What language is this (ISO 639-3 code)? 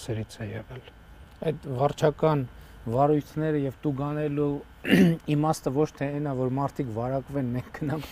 hye